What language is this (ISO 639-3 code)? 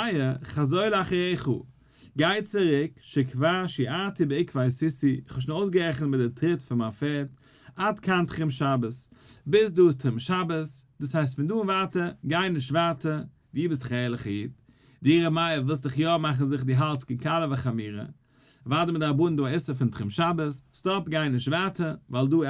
yid